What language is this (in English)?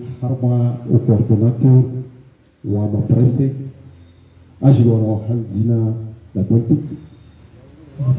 Swahili